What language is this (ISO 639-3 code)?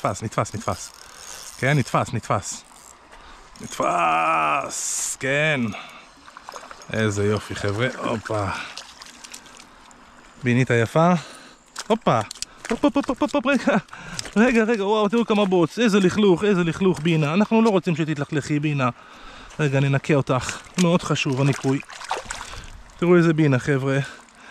heb